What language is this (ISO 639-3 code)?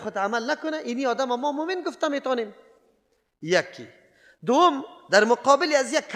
fas